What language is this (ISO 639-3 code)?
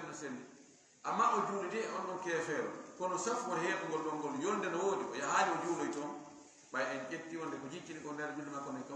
ful